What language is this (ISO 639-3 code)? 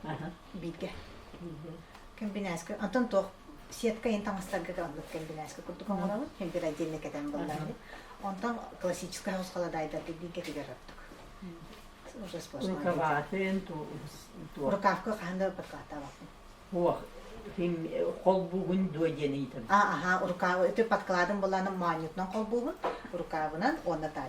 sah